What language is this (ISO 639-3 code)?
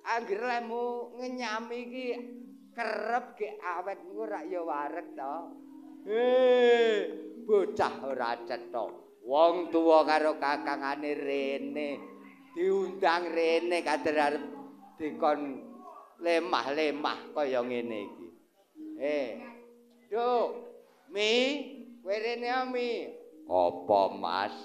jav